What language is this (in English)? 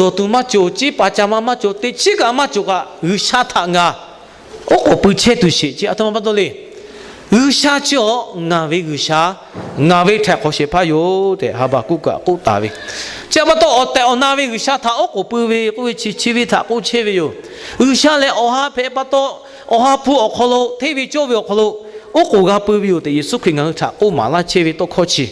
Lahu